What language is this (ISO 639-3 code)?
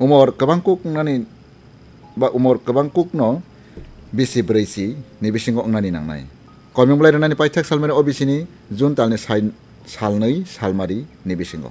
trp